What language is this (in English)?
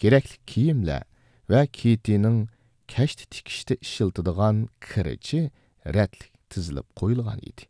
Uyghur